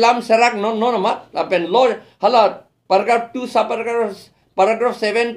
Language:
Karbi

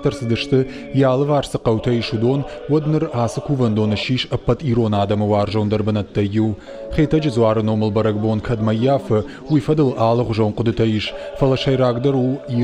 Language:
Ossetic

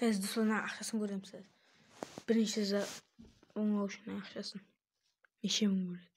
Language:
Kara-Kalpak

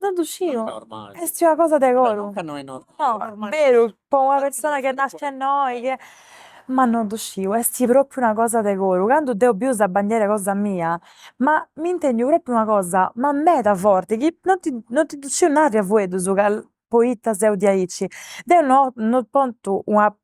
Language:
Sardinian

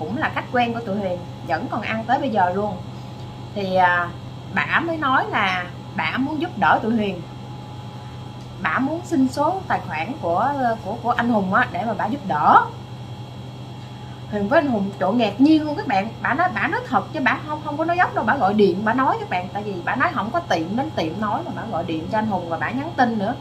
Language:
Vietnamese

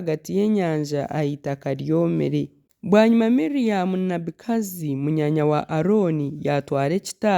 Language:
Nyankole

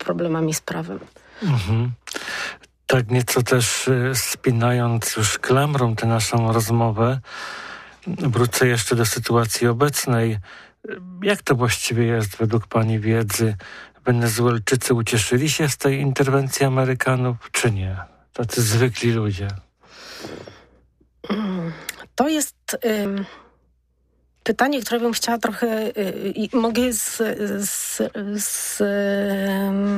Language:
Polish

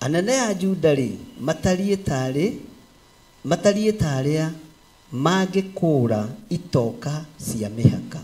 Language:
Kikuyu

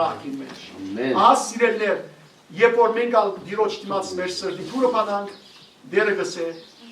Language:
Western Armenian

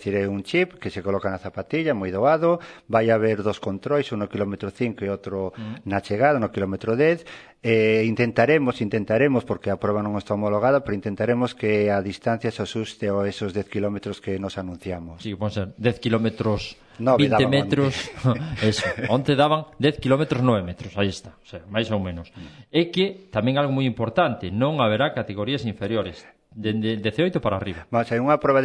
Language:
Galician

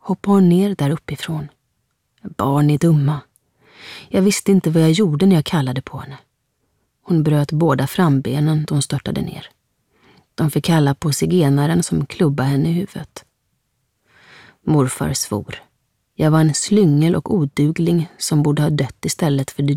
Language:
Swedish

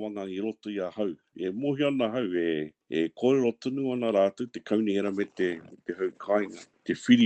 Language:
Māori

